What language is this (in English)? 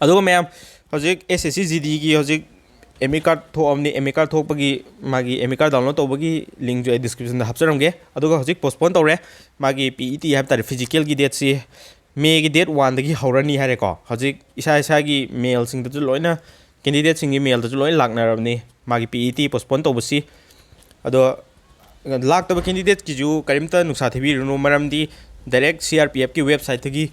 Manipuri